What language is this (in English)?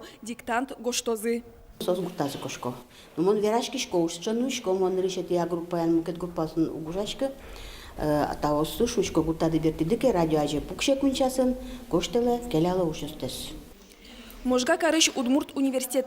Udmurt